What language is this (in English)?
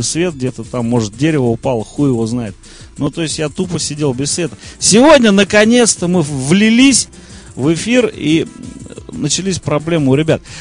Russian